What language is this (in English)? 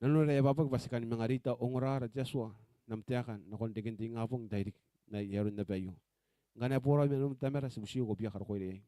Gilbertese